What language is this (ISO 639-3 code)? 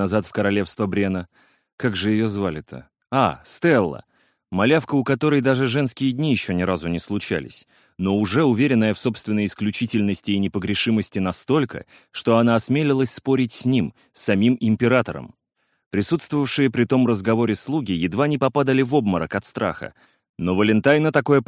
rus